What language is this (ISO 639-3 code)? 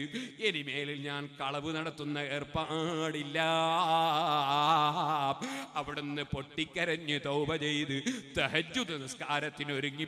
mal